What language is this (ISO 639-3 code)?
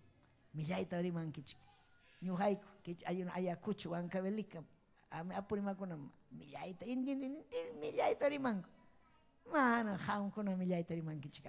quy